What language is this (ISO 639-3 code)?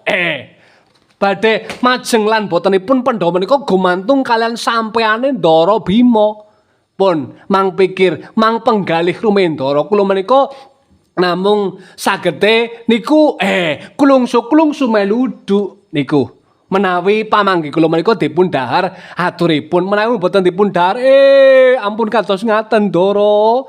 jav